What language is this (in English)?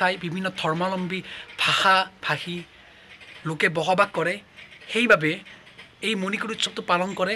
Assamese